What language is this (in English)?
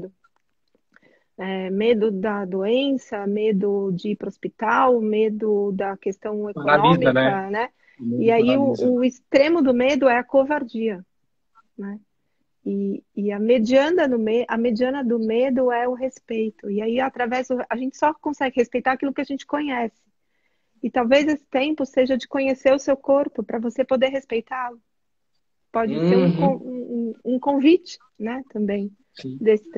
Portuguese